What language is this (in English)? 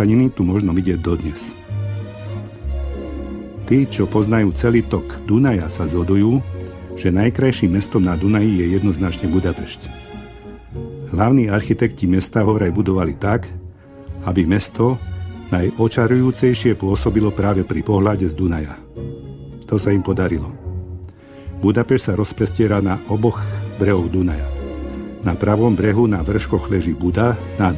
Slovak